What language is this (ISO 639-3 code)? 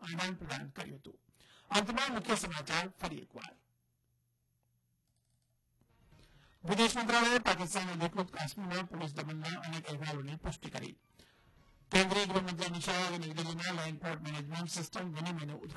guj